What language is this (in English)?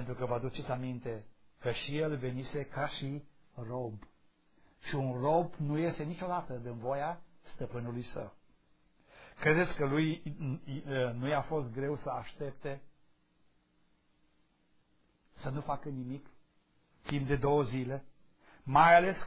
Romanian